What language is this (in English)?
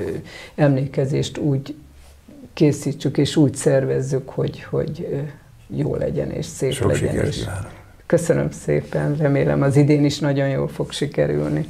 Hungarian